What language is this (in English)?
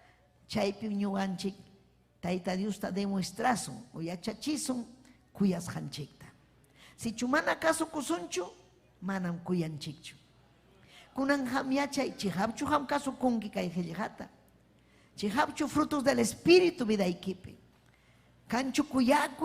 Ayacucho Quechua